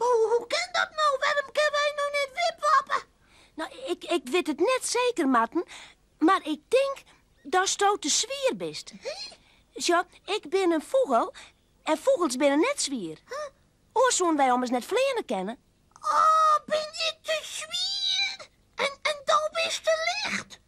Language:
Western Frisian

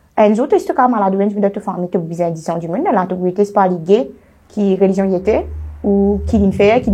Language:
Morisyen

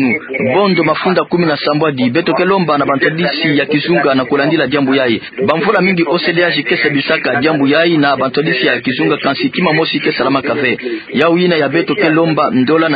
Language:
Kituba (Democratic Republic of Congo)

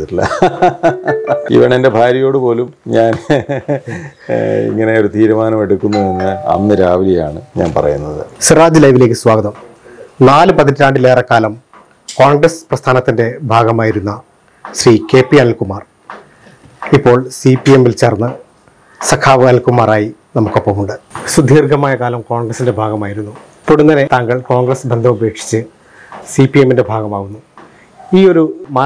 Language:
Malayalam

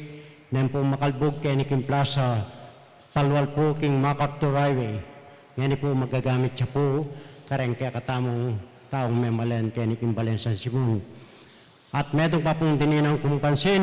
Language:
Pampanga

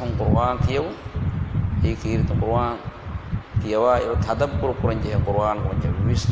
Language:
Divehi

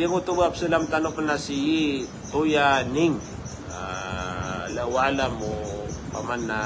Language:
Maranao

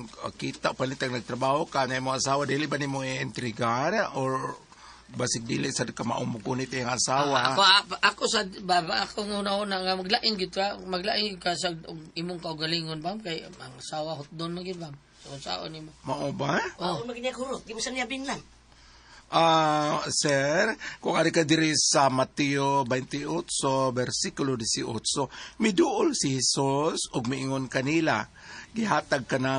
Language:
Cebuano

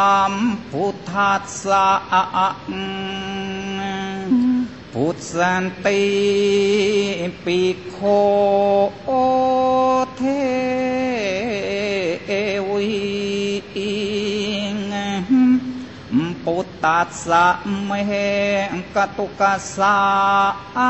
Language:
Thai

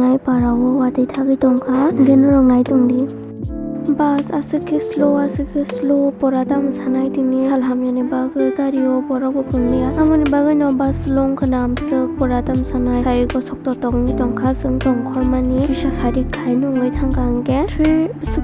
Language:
Kok Borok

